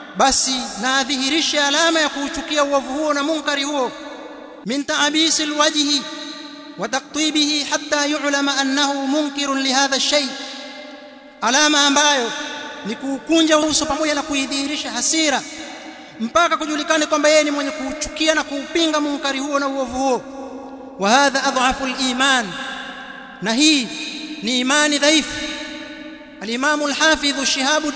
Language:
Swahili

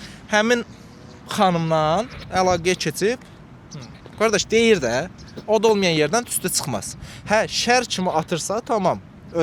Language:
Azerbaijani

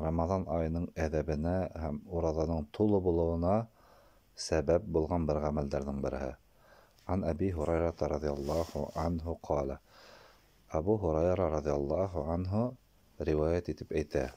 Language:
Bashkir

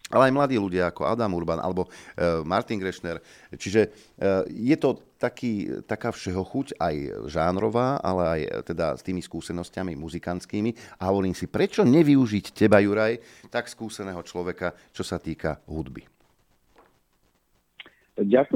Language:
Slovak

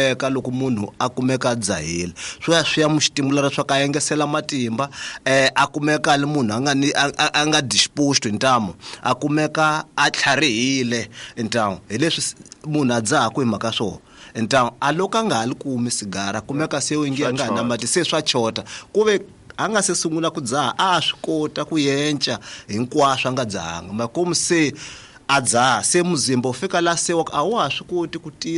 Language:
Tsonga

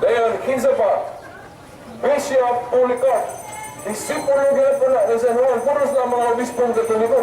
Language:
Cebuano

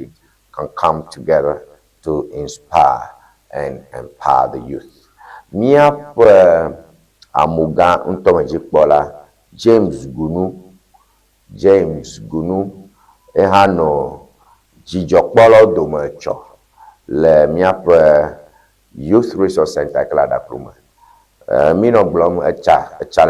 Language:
Ewe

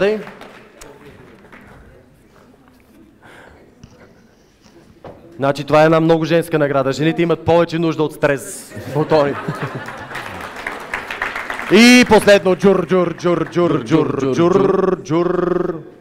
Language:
Bulgarian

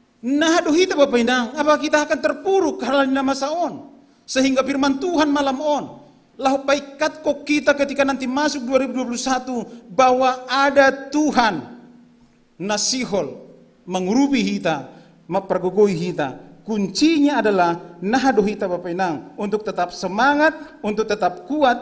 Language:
Batak Simalungun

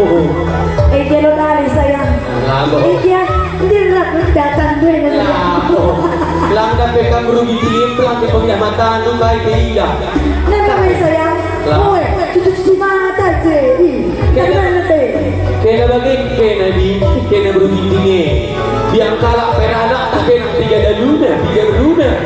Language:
Batak Karo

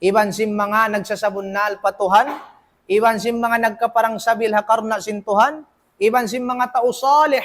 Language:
Tausug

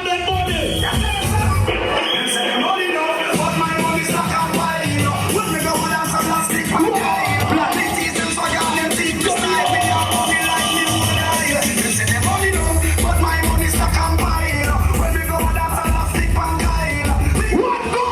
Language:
Jamaican Creole English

